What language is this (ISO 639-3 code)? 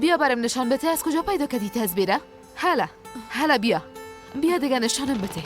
fas